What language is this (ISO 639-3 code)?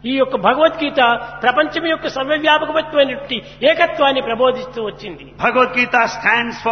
tel